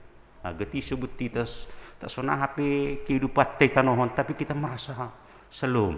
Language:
Batak Simalungun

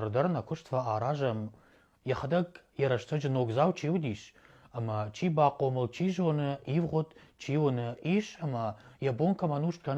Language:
Ossetic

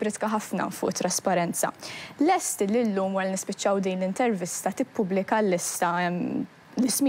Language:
Maltese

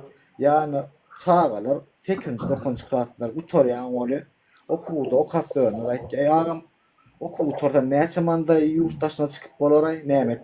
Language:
Turkmen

